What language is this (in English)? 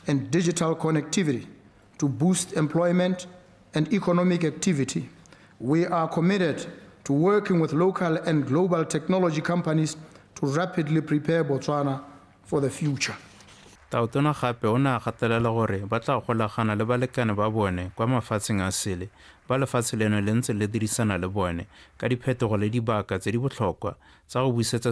Tswana